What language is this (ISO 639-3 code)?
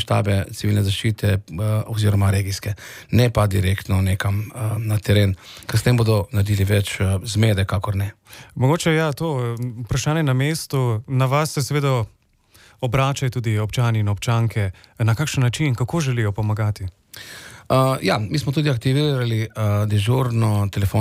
slv